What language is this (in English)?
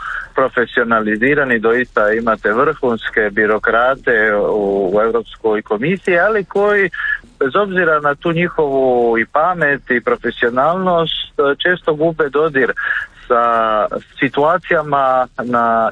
Croatian